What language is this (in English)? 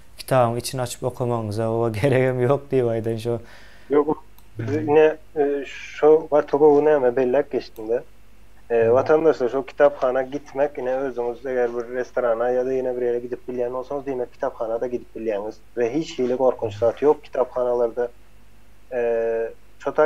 Turkmen